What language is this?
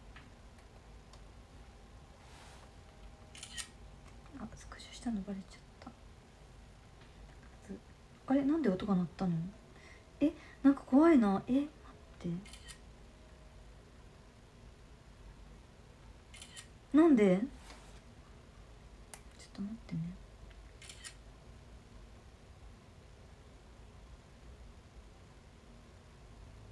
Japanese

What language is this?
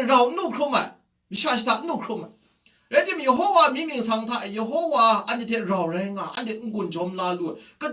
Kachin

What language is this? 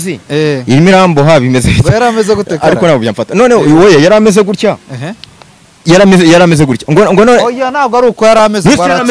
Kinyarwanda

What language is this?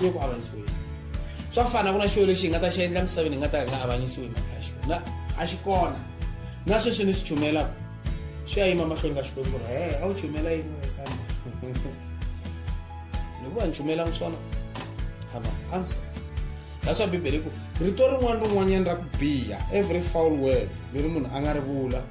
Tsonga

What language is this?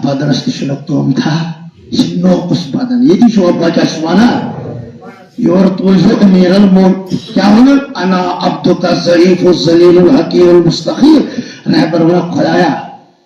Kashmiri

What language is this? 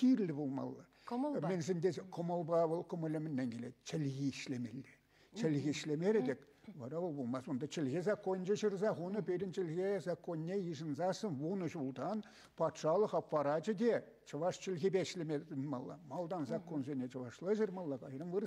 Chuvash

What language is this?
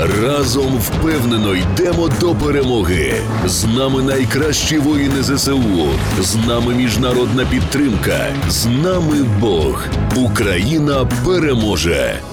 Ukrainian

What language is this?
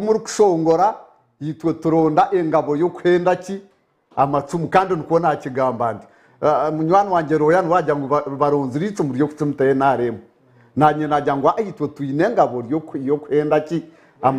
Nyankole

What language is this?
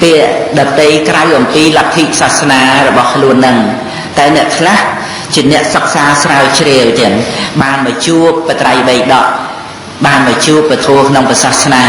Khmer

